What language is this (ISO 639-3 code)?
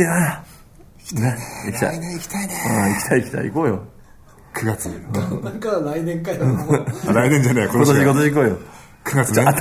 jpn